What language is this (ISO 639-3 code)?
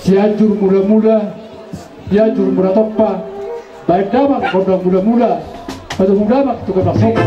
bbc